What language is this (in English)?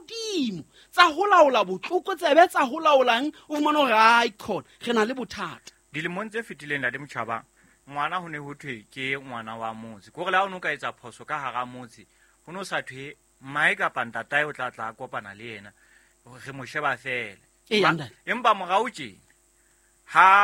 Southern Sotho